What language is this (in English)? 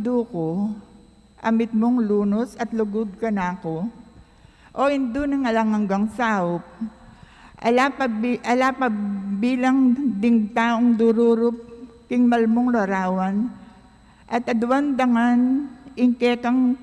Pampanga